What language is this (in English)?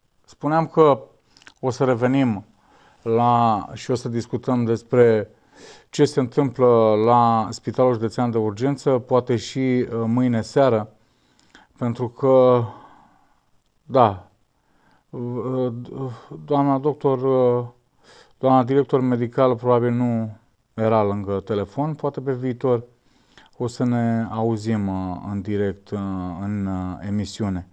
Romanian